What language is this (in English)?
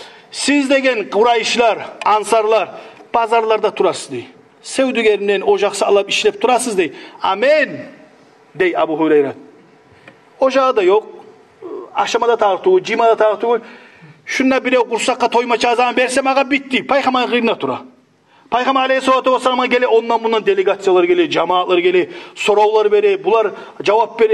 Kumyk